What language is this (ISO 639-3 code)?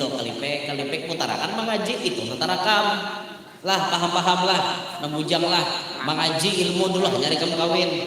bjn